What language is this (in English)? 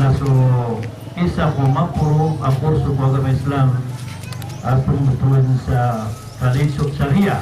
Maranao